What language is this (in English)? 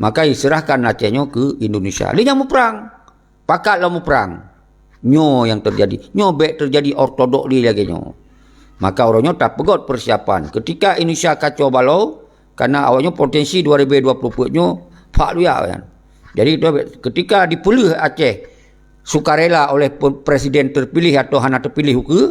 Achinese